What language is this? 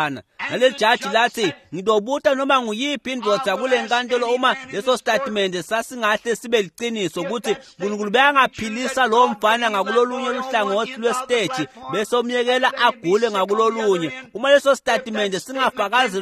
Swati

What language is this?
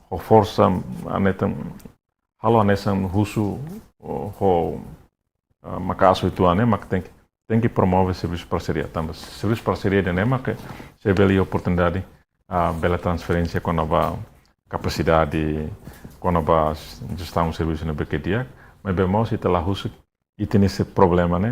Tetum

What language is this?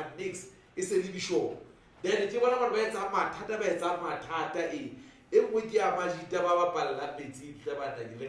Southern Sotho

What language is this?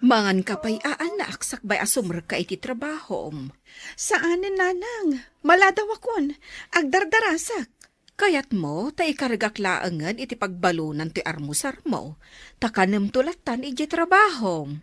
Iloko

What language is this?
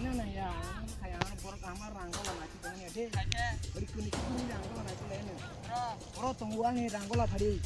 Kok Borok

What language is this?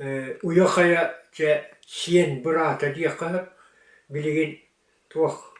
Yakut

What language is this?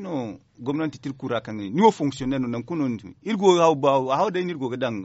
Zarma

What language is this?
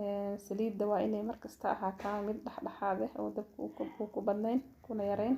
Somali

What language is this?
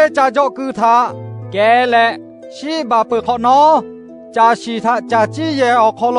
Lahu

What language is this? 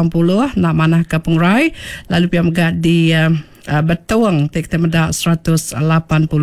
Iban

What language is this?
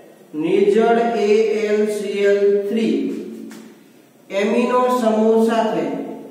Gujarati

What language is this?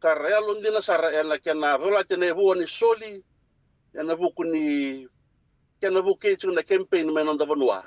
Fijian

